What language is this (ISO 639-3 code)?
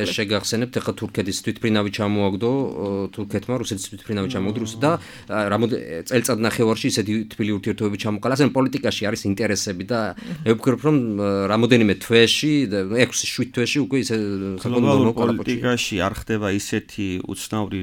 kat